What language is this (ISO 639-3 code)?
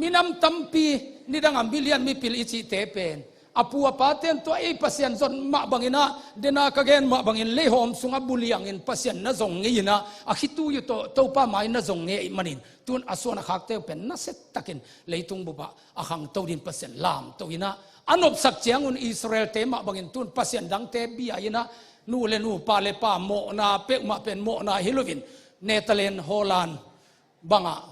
ctd